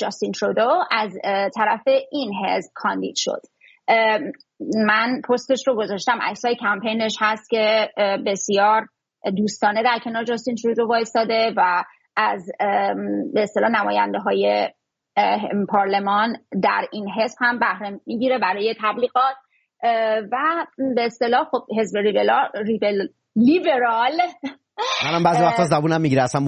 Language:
Persian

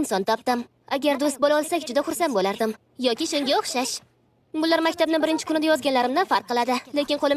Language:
Uzbek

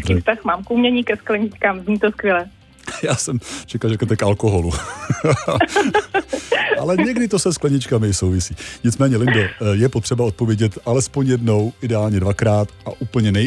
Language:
Czech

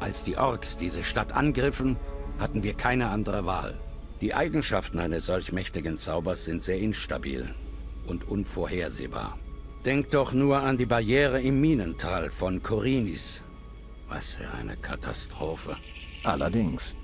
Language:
Bavarian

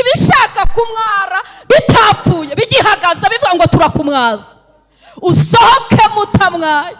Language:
Kinyarwanda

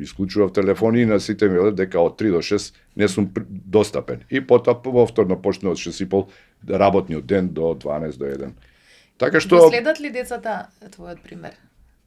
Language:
Macedonian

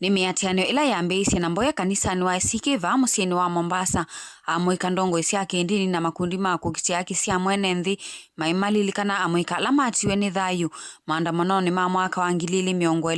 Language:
Kamba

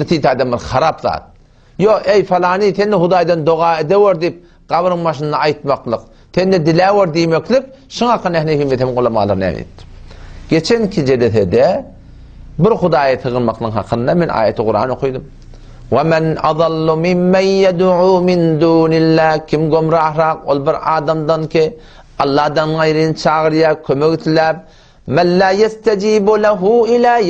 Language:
Turkmen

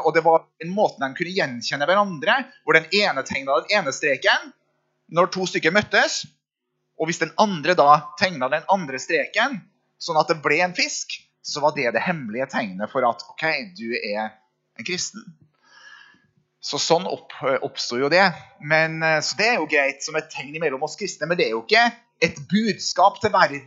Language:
Norwegian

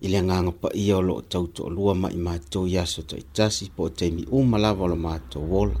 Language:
Samoan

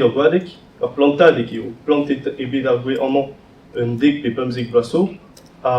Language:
Breton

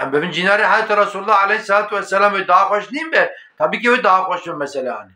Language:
Kurdish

